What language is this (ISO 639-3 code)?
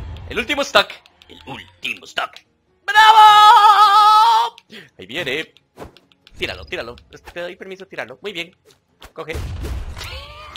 spa